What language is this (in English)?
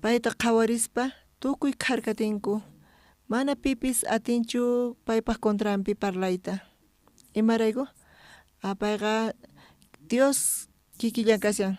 South Bolivian Quechua